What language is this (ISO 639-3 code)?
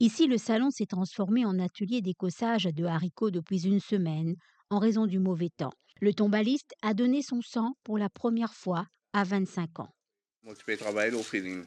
mfe